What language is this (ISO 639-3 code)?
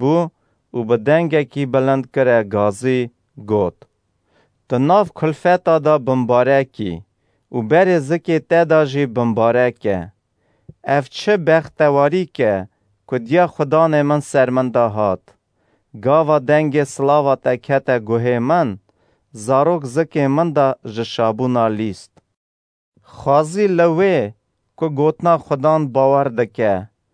kur